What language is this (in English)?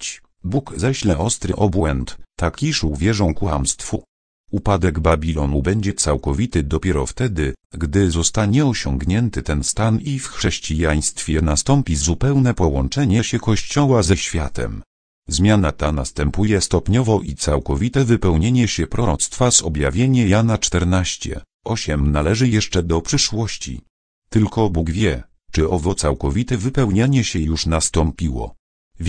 Polish